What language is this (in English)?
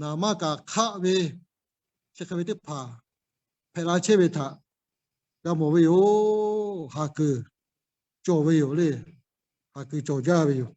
Lahu